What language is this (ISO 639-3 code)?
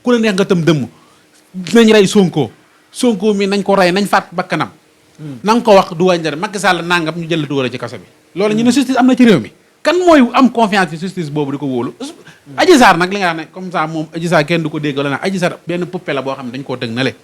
wol